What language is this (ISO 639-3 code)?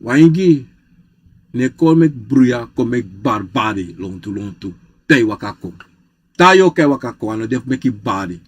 srn